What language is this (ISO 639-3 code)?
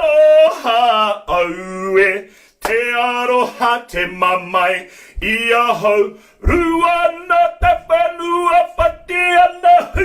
mri